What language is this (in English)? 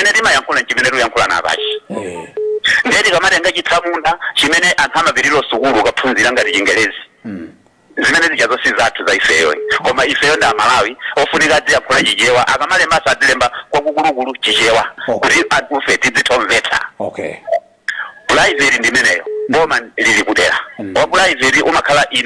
Nyanja